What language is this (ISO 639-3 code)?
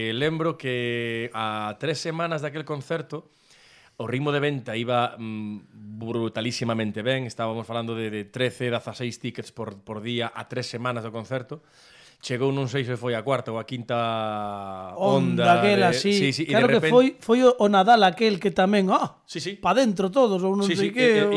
glg